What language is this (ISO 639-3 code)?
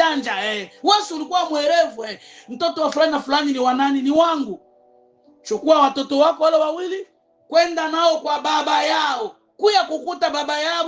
swa